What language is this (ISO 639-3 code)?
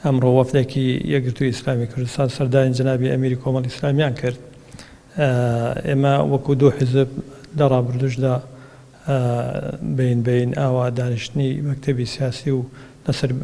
ckb